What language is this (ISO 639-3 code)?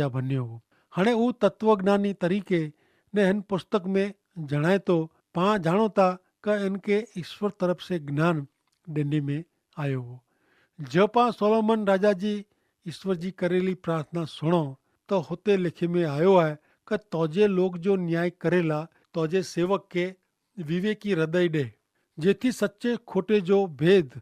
kfr